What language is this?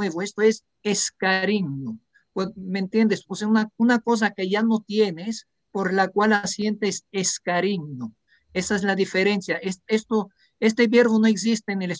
Ladino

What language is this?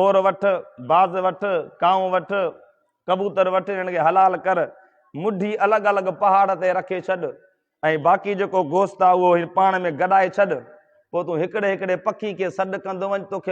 Sindhi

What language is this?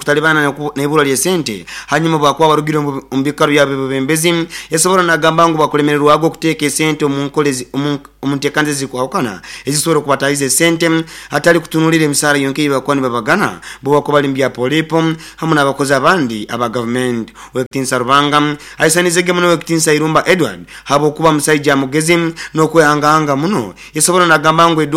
Nyoro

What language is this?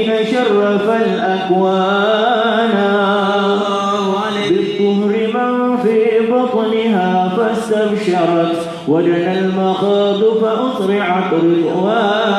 Malay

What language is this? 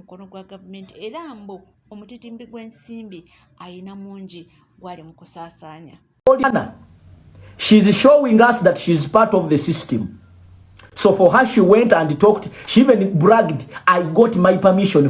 Ganda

